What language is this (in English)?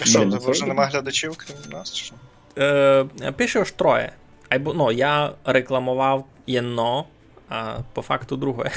Rusyn